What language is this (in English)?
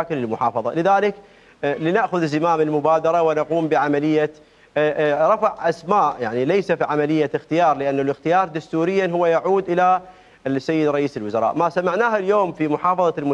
Mesopotamian Arabic